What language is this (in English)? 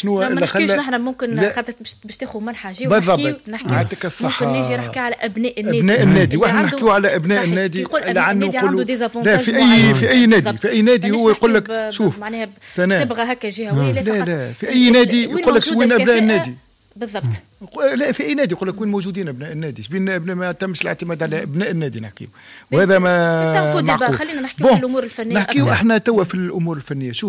Tunisian Arabic